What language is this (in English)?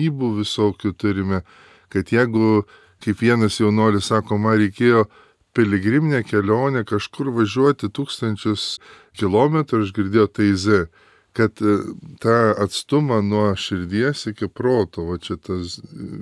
Lithuanian